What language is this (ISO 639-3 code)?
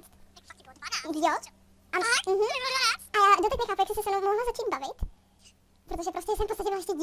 ces